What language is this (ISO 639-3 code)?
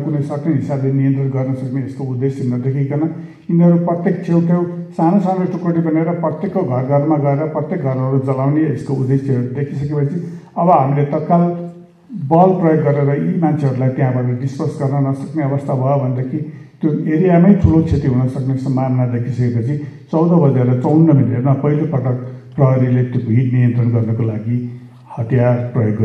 nep